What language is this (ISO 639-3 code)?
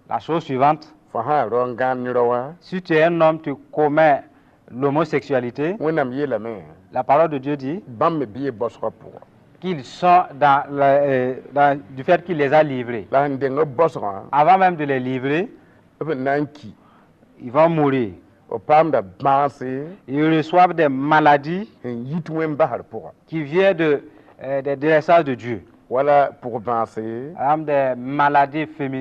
mos